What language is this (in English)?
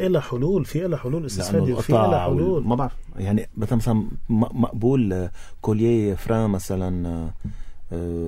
North Levantine Arabic